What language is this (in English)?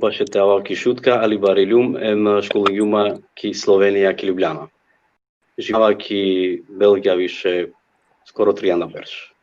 Balkan Romani